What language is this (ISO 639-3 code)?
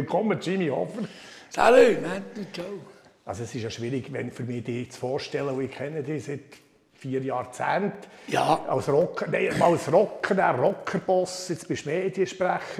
gsw